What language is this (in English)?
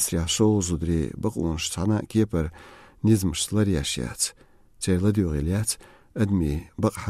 Chechen